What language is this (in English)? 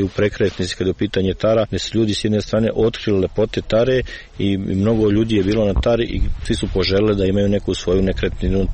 Serbian